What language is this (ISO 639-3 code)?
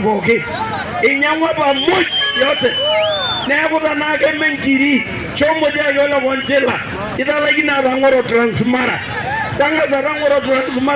mas